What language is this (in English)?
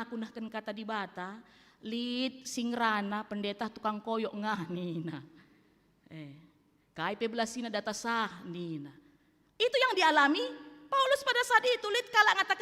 Batak Karo